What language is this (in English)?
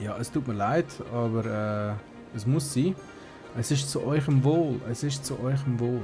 Swiss German